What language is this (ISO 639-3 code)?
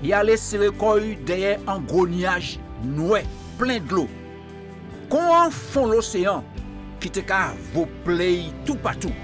gcf